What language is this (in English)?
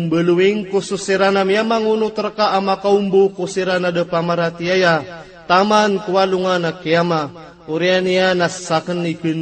Maranao